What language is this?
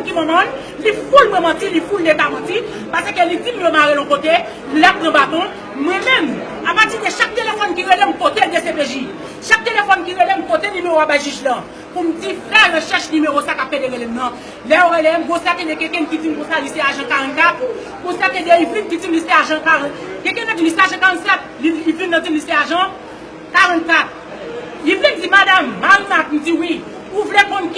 Haitian Creole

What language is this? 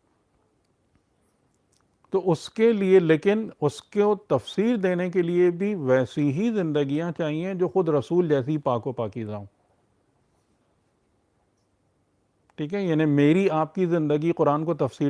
Urdu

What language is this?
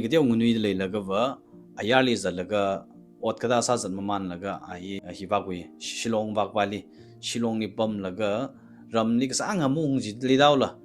Tangkhul Naga (India)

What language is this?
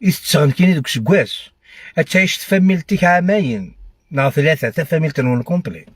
Algerian Arabic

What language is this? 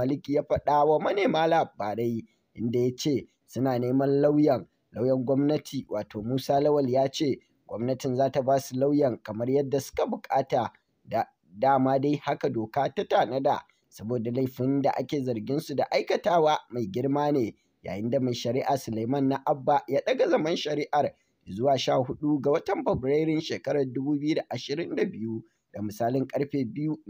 Hausa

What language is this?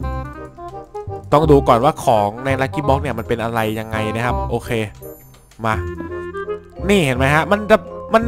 Thai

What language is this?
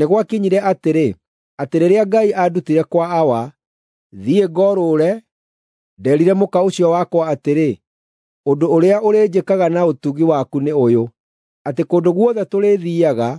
Kikuyu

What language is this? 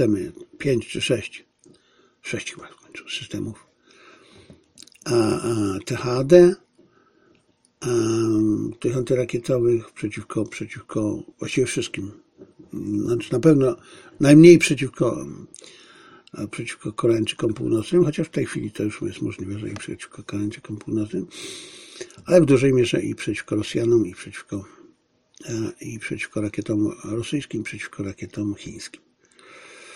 Polish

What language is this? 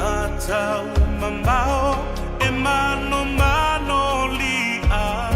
Samoan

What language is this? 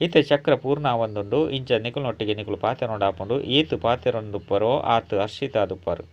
Tulu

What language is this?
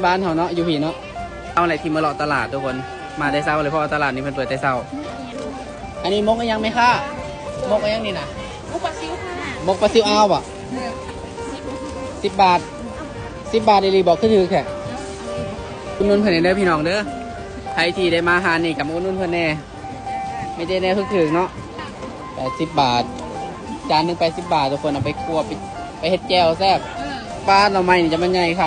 Lao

